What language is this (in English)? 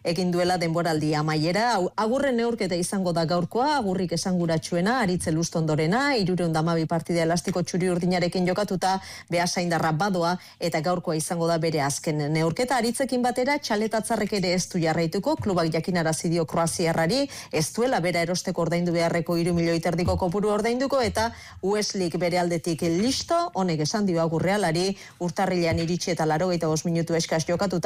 Basque